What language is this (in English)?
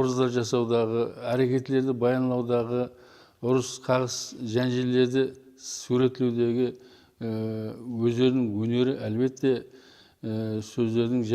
Kara-Kalpak